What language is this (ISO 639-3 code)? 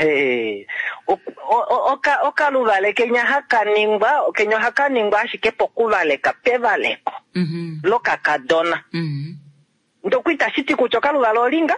kua